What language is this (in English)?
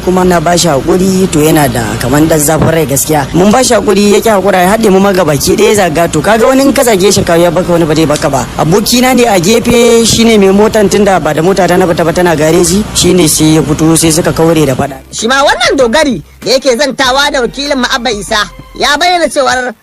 Hausa